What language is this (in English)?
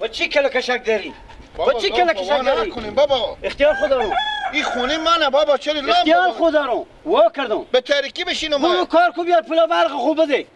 Persian